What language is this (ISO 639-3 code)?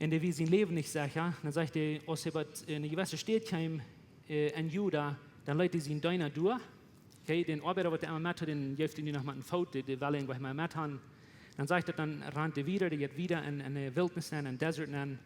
pdt